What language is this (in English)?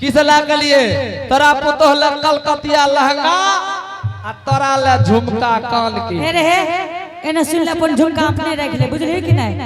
Angika